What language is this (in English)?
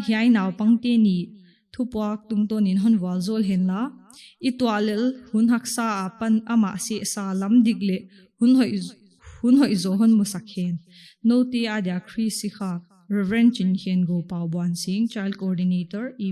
Paite Chin